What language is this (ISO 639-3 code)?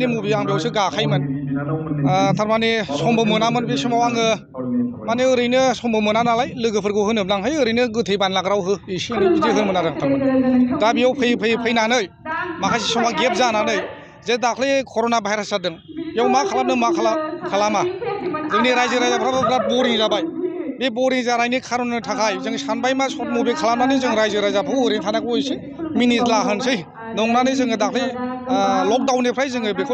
brx